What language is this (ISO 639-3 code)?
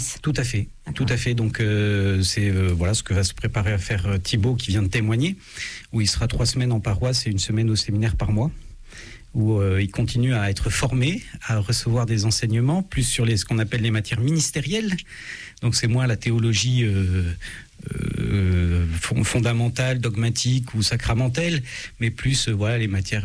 fra